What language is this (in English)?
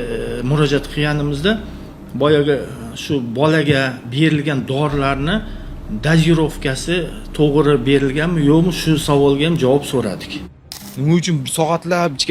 Uzbek